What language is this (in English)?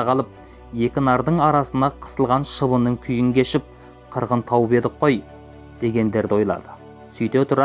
Kazakh